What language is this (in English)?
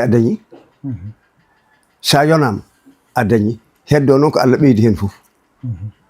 Fula